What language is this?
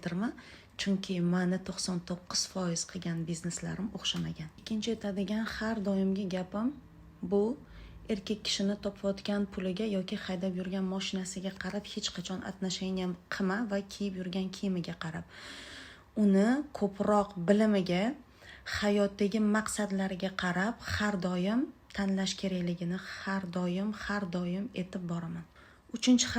Uzbek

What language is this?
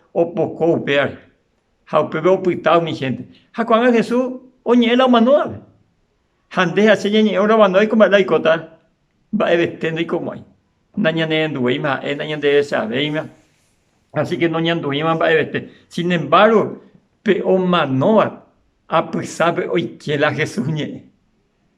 Guarani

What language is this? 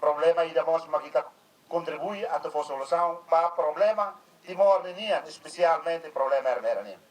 Tetum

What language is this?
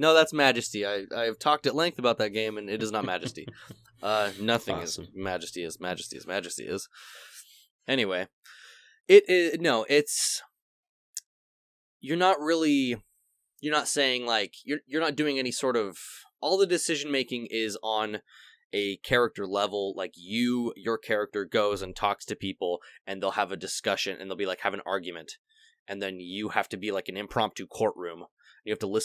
English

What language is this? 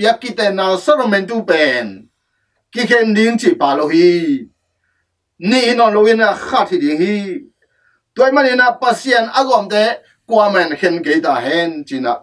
Tedim Chin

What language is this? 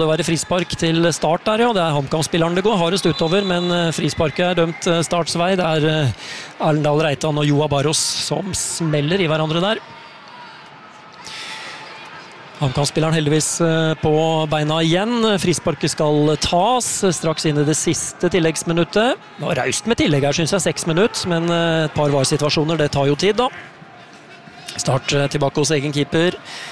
Norwegian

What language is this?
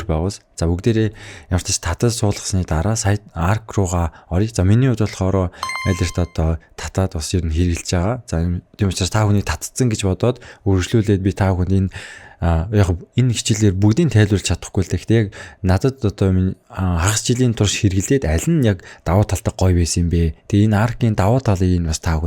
Mongolian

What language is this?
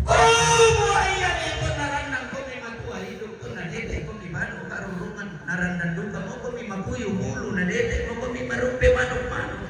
Toraja-Sa'dan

